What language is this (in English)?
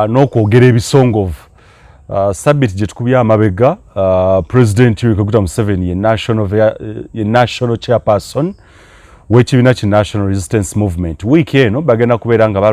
Ganda